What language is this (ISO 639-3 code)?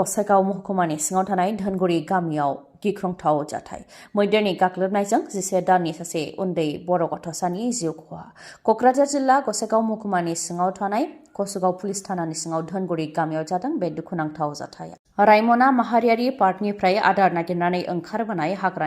brx